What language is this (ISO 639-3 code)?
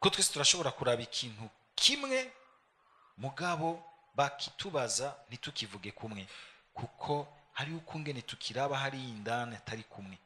run